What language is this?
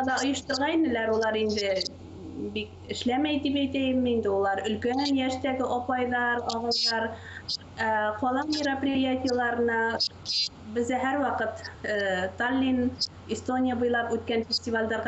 Bashkir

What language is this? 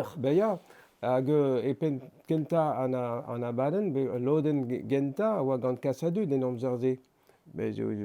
Breton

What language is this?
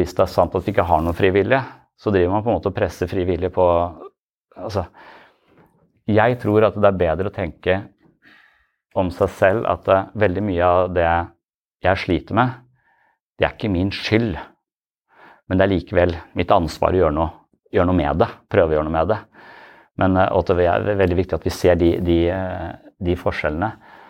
Norwegian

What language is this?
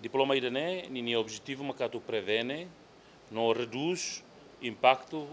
Tetum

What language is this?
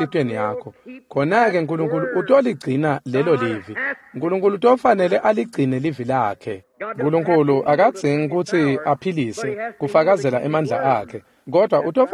Swati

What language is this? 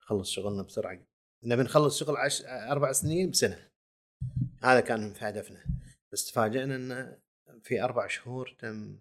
Gulf Arabic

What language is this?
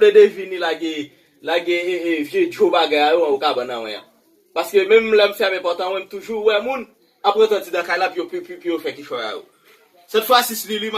Haitian Creole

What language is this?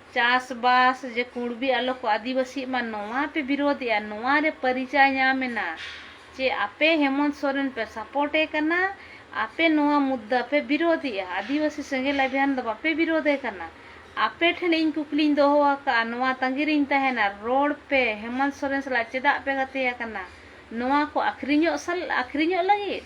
Santali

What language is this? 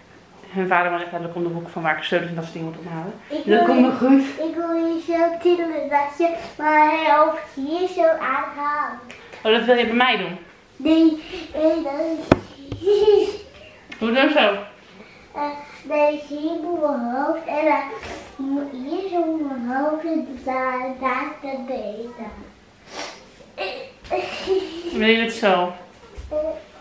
Dutch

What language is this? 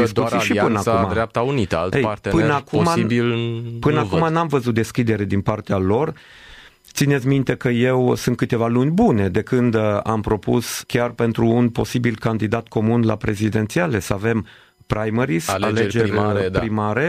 Romanian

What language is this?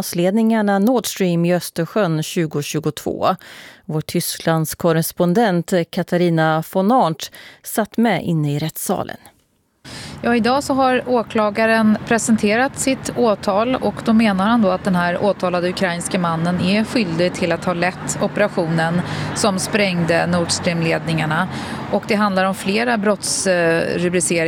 Swedish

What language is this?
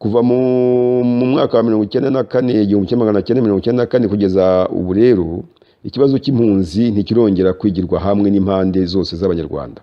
Kinyarwanda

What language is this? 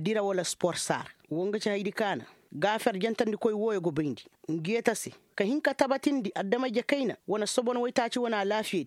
Koyraboro Senni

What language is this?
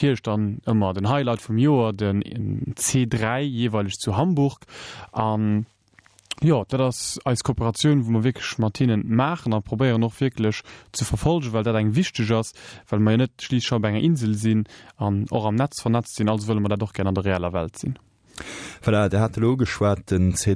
Luxembourgish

